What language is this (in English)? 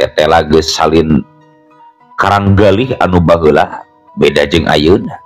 Sundanese